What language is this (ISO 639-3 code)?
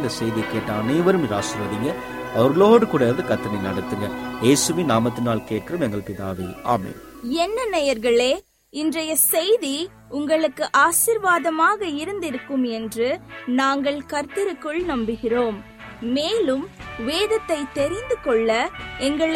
tam